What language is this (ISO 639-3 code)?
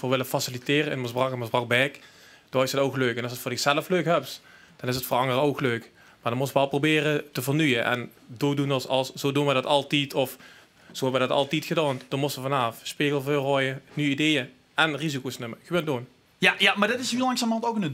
lim